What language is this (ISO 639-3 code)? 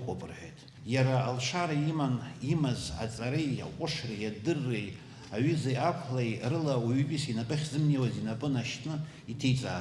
abk